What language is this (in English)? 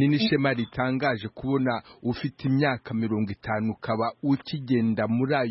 Kinyarwanda